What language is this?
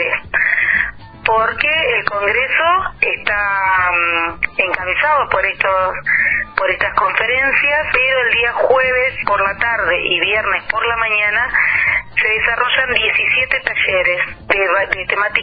Spanish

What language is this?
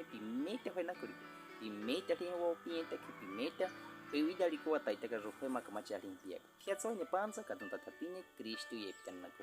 Baniwa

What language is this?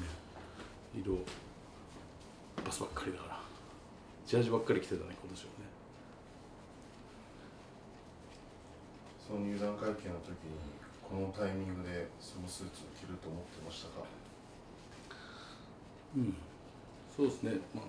Japanese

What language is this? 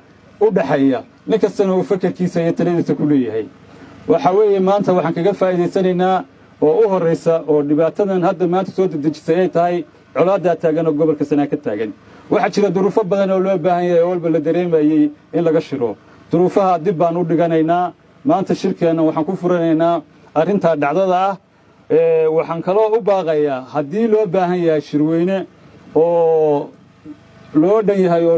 Somali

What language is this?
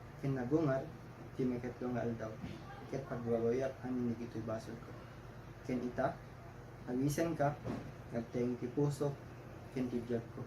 Iloko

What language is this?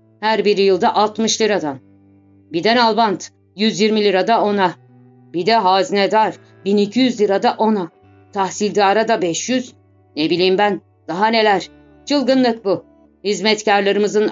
Turkish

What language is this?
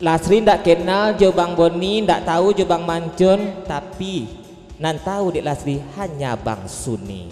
Minangkabau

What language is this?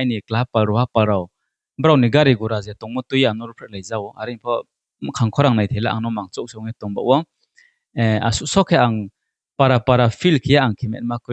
Riang (India)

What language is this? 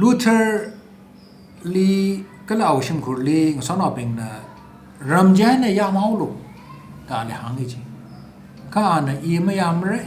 Tangkhul Naga (India)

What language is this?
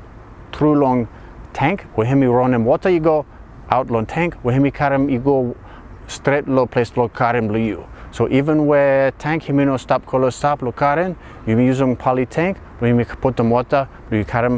Bislama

